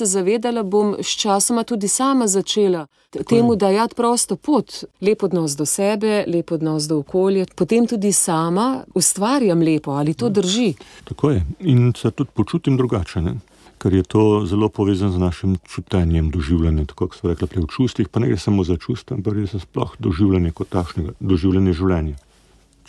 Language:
Slovenian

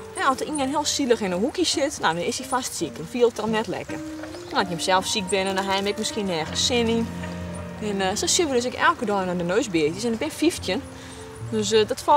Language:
Western Frisian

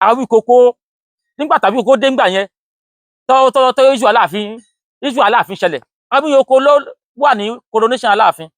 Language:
Yoruba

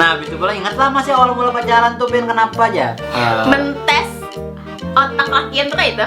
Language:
Banjar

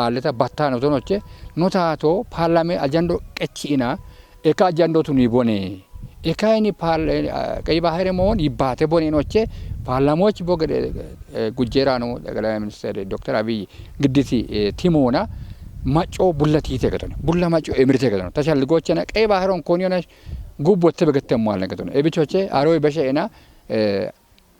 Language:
Kafa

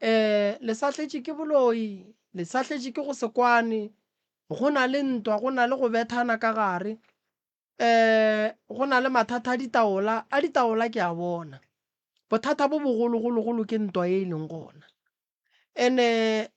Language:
Northern Sotho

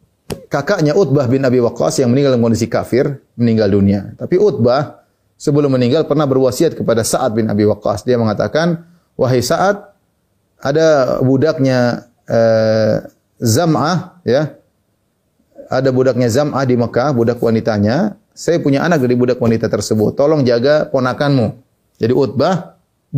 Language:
Indonesian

